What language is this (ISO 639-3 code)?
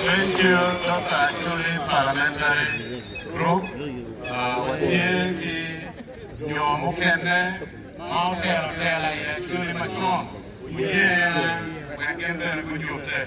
ach